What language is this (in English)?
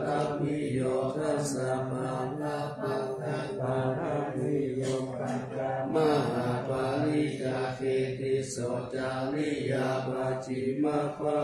Pali